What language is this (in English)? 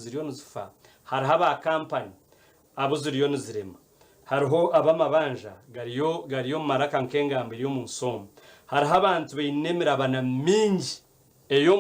Nyankole